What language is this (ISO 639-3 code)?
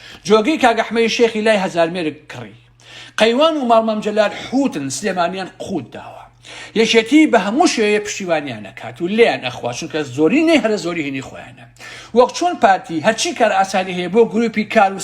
ckb